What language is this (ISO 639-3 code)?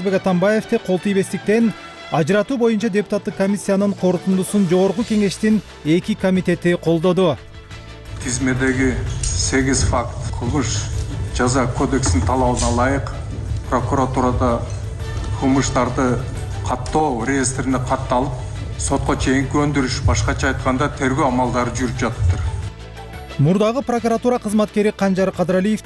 kir